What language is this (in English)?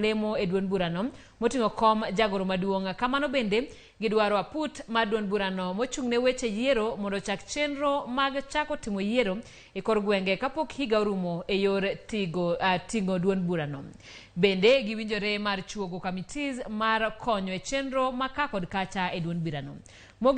Luo (Kenya and Tanzania)